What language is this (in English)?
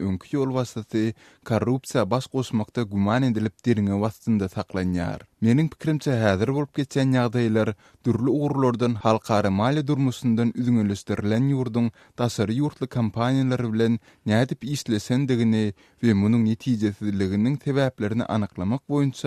Turkmen